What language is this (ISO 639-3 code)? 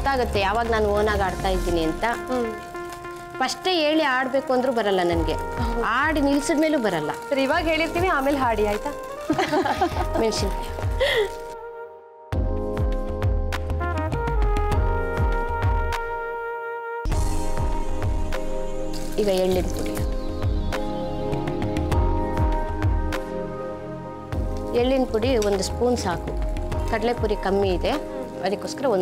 kan